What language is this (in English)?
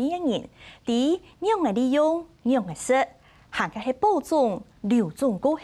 Hakka Chinese